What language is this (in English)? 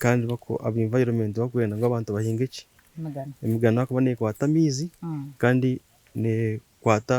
Nyankole